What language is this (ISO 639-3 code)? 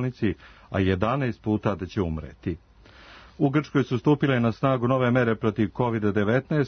srp